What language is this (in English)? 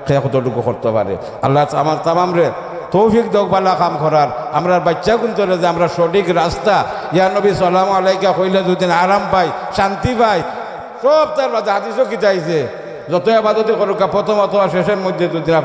Sylheti